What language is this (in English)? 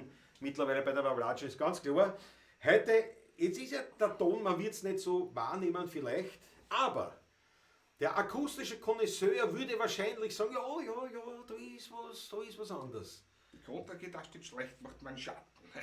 Bavarian